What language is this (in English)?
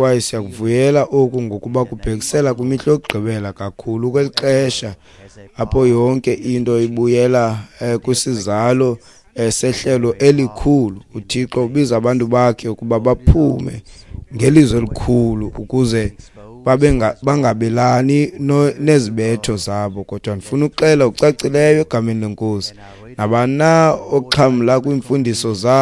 Xhosa